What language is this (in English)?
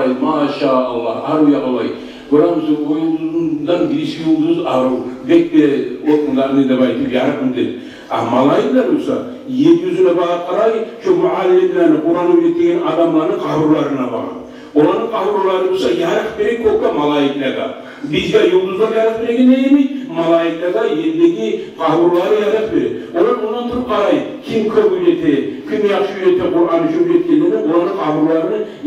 Kumyk